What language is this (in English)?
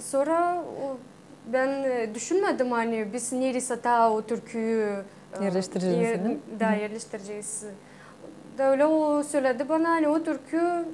Gagauz